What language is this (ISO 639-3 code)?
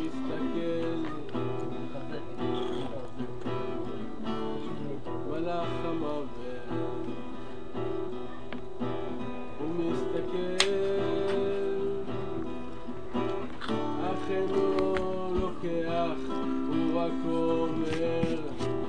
heb